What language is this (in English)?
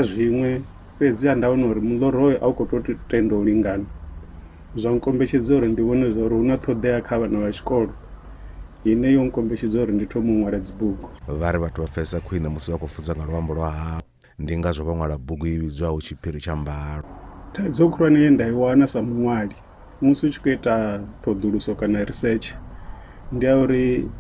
Venda